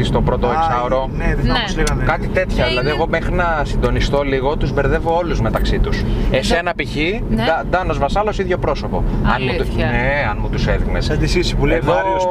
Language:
Greek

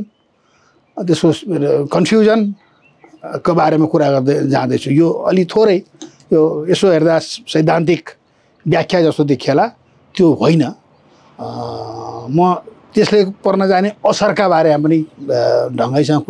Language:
Nepali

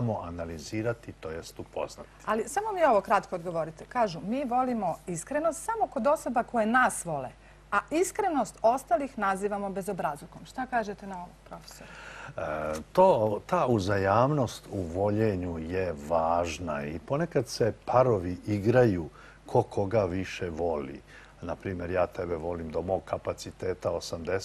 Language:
Serbian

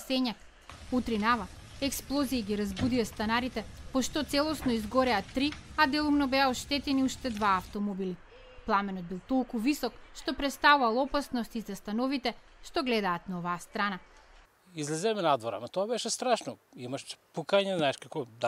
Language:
Macedonian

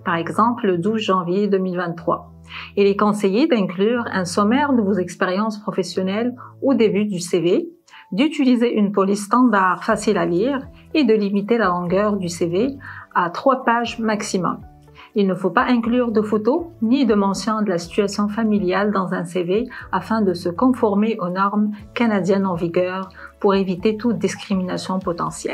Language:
French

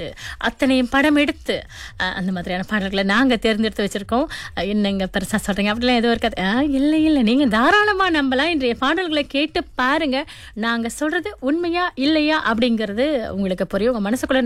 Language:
Tamil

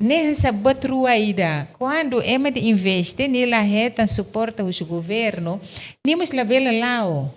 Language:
Tetum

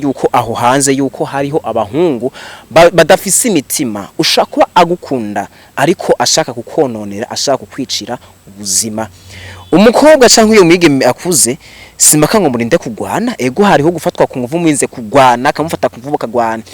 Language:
Rundi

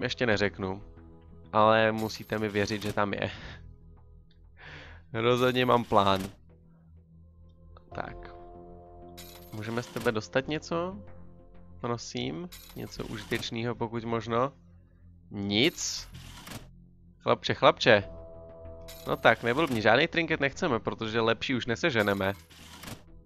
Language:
Czech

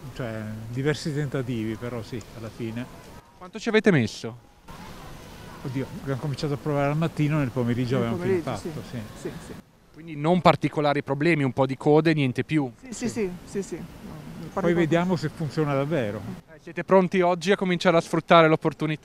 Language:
Italian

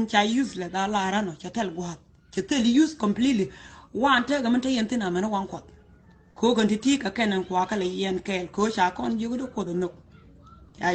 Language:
Nuer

